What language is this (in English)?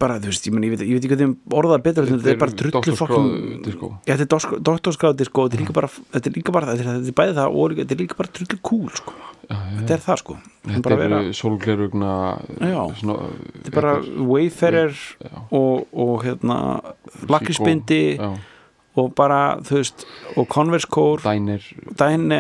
Icelandic